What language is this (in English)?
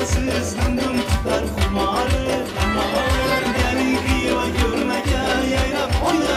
Turkmen